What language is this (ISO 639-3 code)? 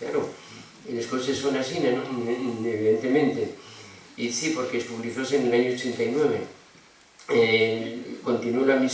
ast